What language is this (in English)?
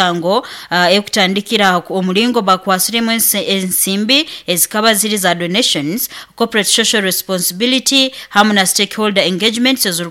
Nyoro